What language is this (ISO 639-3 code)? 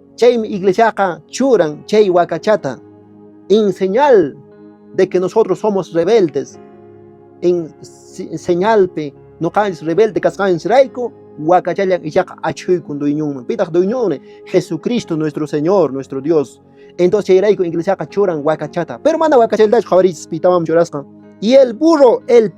que